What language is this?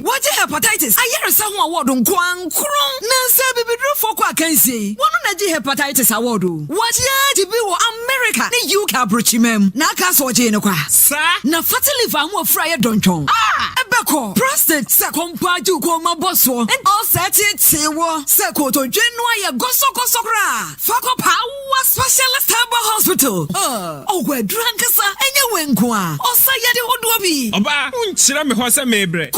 Akan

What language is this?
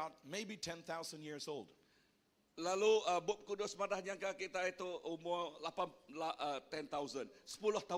Iban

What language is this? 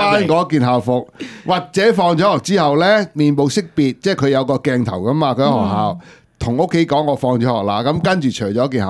Cantonese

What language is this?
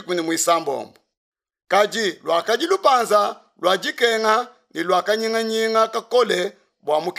Luba-Lulua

